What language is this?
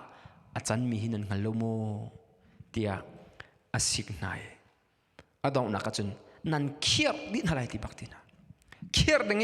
Hakha Chin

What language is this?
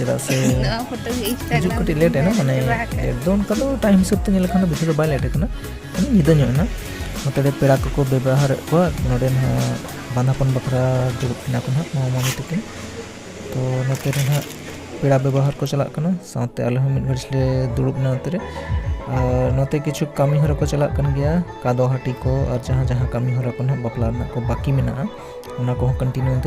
Santali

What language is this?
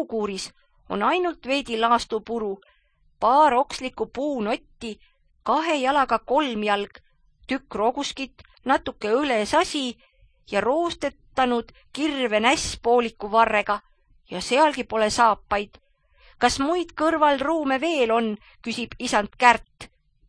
Estonian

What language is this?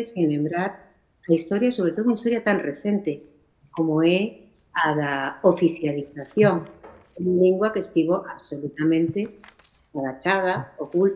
Galician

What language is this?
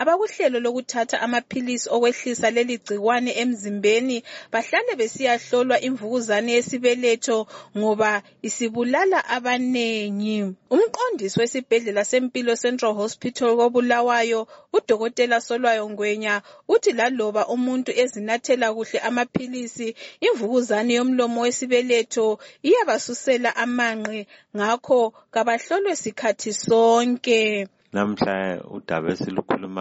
North Ndebele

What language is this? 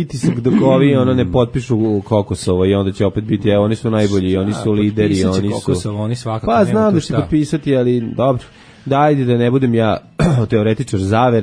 Serbian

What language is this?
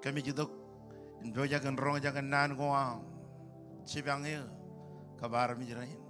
Marshallese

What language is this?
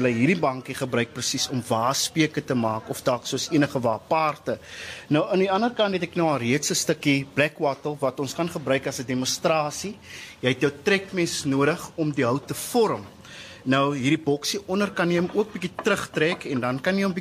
Afrikaans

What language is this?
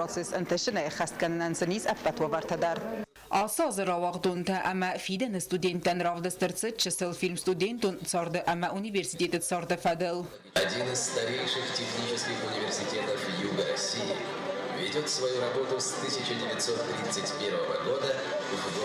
Ossetic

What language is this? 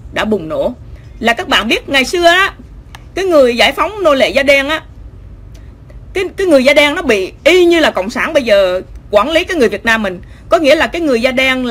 Vietnamese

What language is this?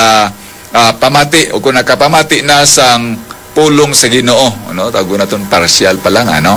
Hiligaynon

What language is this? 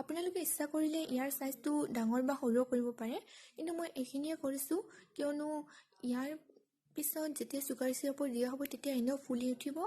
Assamese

